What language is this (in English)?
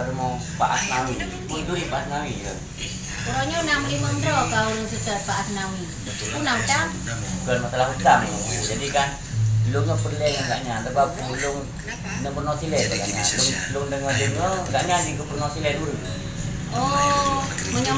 Achinese